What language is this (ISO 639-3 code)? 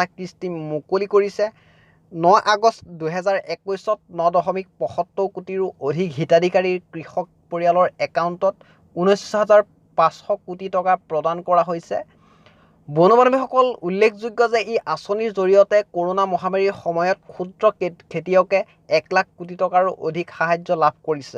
asm